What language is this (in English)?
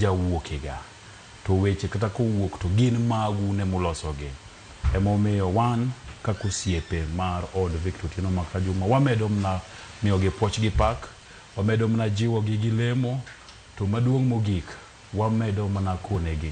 Luo (Kenya and Tanzania)